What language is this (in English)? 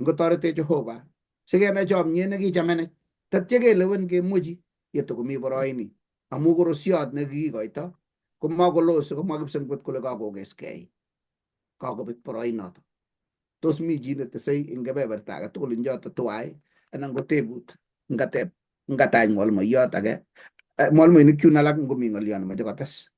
Kalenjin